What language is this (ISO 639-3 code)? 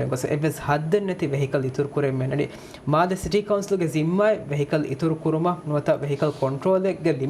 div